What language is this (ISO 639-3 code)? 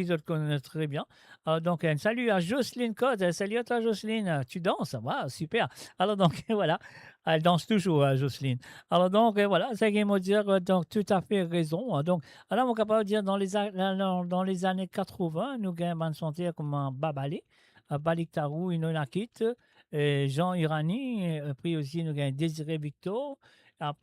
mfe